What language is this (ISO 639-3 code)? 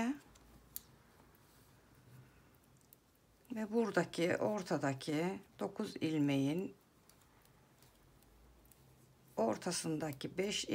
tur